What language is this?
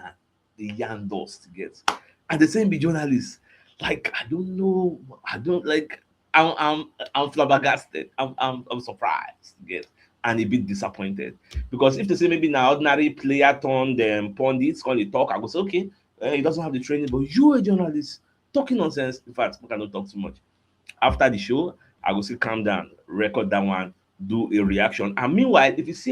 Nigerian Pidgin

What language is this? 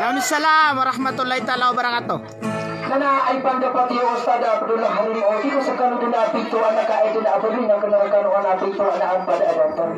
Maranao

